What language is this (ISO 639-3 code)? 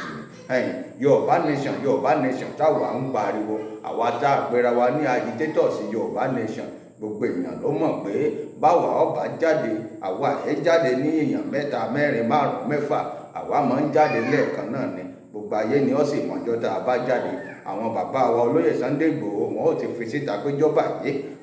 yor